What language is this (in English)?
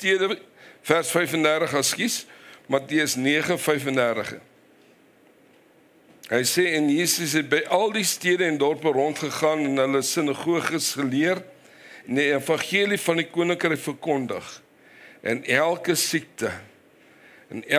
Afrikaans